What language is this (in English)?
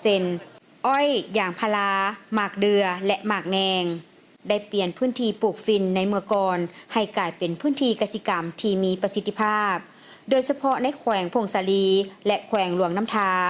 Lao